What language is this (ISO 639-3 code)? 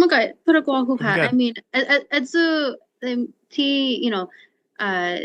cha